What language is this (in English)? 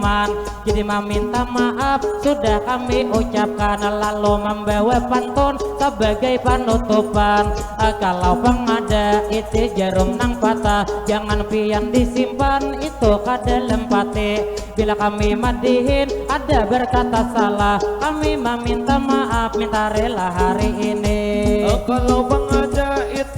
Banjar